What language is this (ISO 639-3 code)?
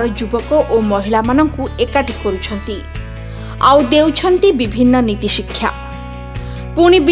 ori